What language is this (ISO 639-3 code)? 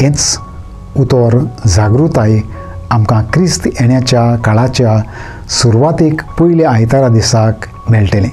kok